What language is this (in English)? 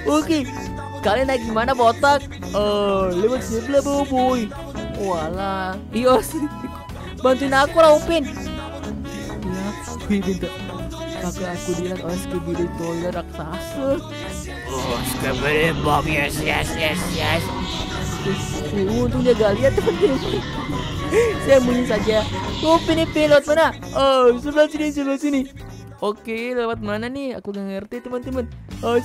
Indonesian